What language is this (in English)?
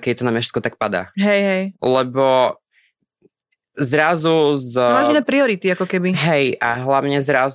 Slovak